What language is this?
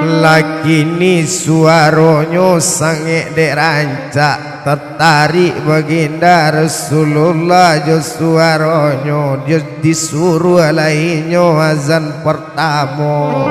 Minangkabau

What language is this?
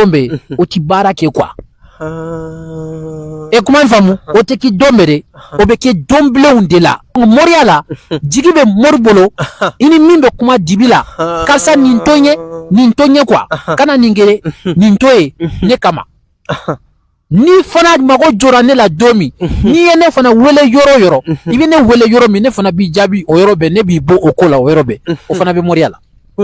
Bambara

